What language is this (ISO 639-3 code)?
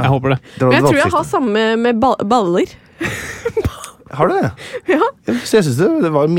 nor